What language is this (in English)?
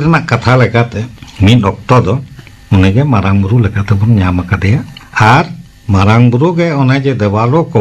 Santali